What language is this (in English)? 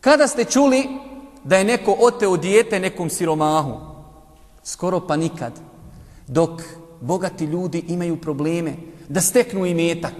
Bosnian